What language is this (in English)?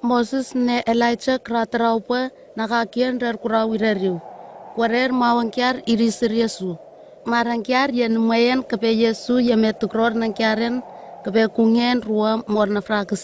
Southwest Tanna